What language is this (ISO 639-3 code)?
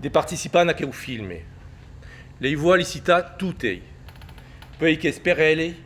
oci